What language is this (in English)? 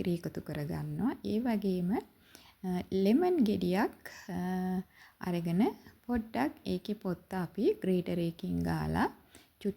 Sinhala